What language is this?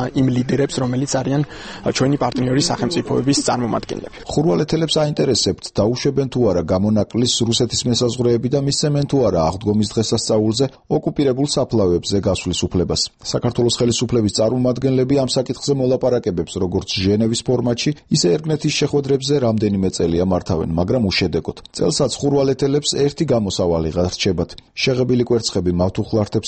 Georgian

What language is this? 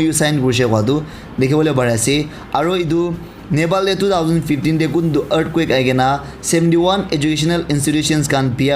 Naga Pidgin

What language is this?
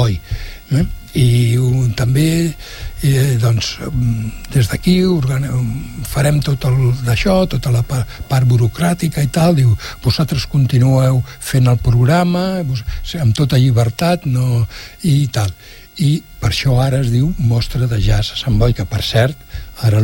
Catalan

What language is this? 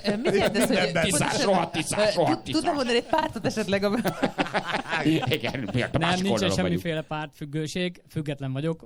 Hungarian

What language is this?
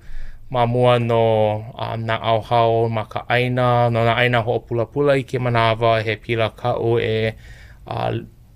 Hawaiian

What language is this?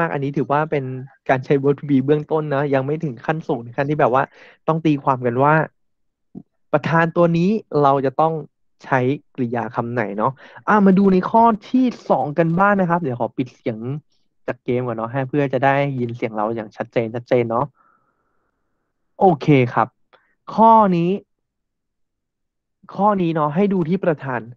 Thai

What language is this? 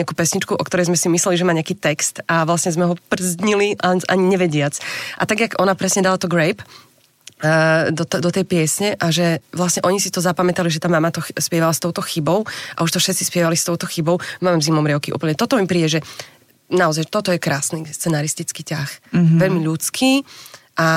Slovak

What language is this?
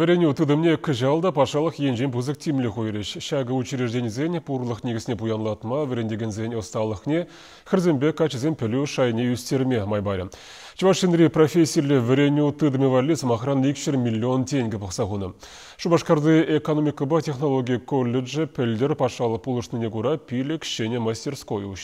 Chuvash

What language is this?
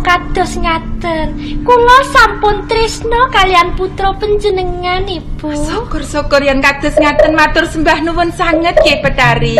Javanese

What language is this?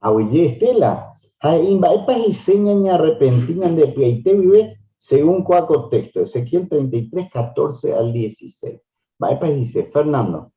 Guarani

